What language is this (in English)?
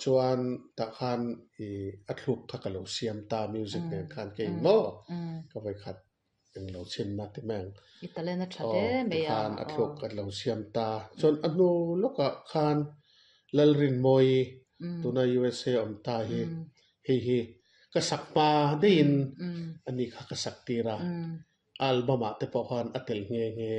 Mizo